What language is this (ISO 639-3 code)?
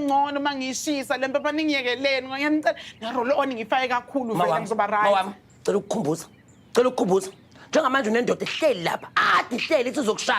zul